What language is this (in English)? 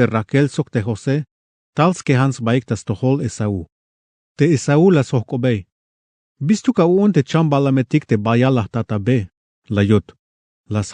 Tzeltal